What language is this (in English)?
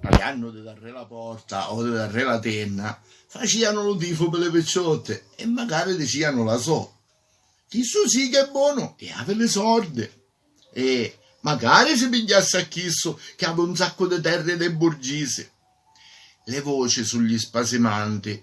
Sicilian